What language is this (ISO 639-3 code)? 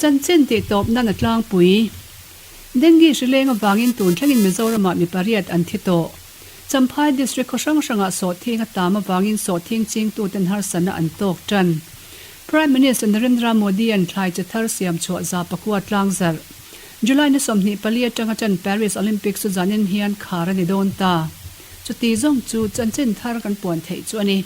lus